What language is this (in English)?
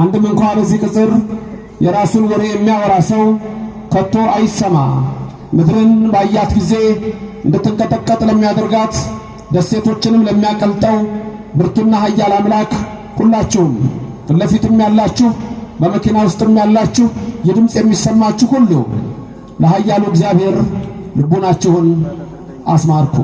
Amharic